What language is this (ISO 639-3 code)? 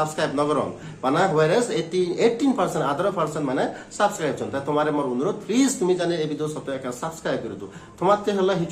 ccp